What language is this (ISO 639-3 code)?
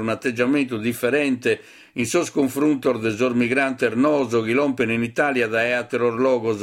srd